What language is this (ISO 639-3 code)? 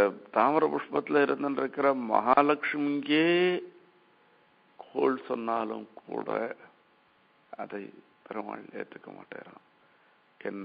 tam